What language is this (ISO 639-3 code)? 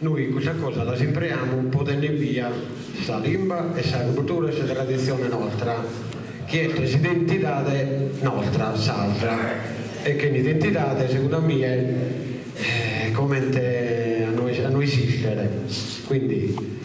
srd